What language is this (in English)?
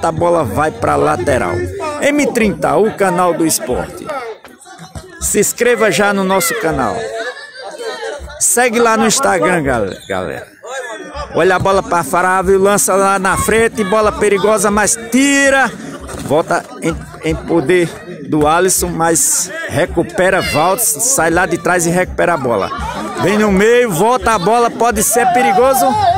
Portuguese